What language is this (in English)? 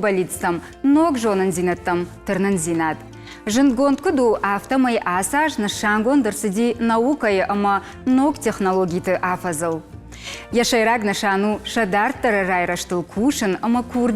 Ossetic